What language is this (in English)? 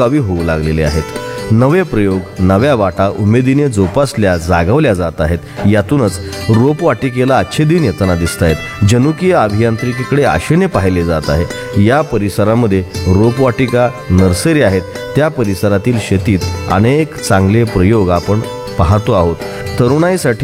Marathi